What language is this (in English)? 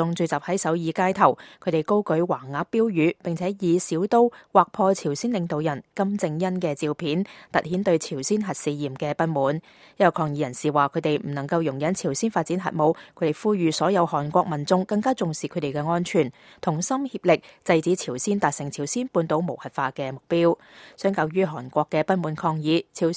Cantonese